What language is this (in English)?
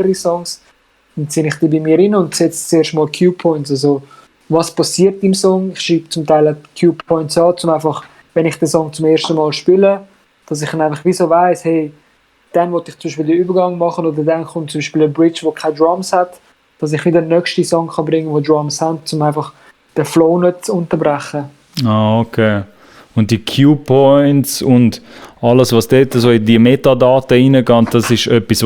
Swiss German